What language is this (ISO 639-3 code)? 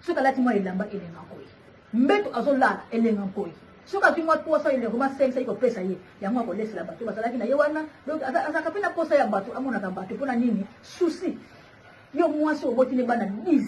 lin